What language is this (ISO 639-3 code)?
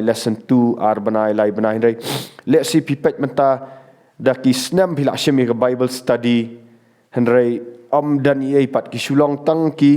kha